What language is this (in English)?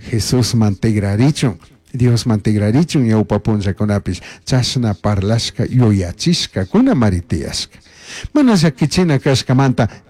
Chimborazo Highland Quichua